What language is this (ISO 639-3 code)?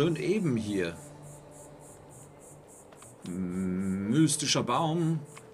deu